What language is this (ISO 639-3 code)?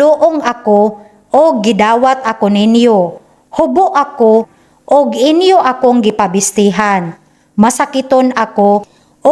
ceb